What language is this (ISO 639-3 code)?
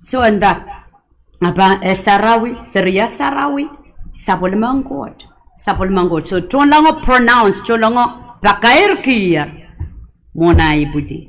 pon